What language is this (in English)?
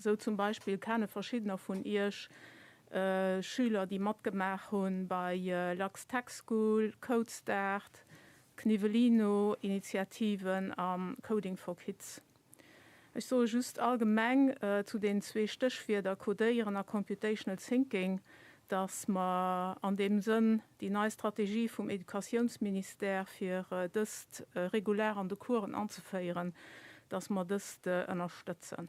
Luxembourgish